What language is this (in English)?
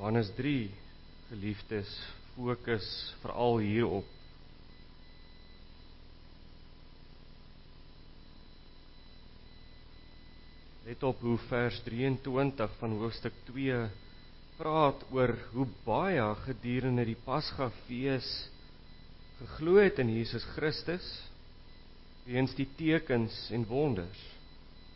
Afrikaans